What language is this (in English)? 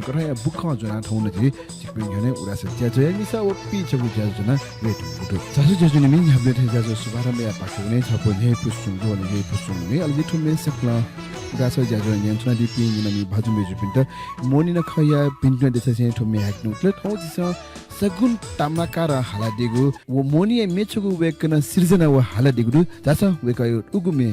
Newari